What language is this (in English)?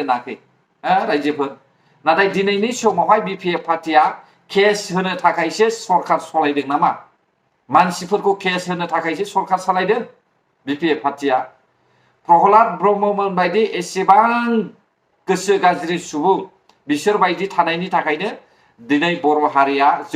Bodo